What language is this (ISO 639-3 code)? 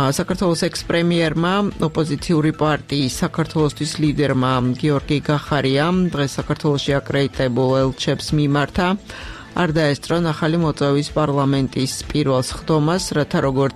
kat